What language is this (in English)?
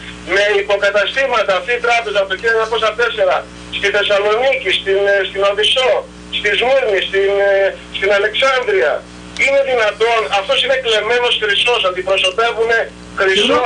Greek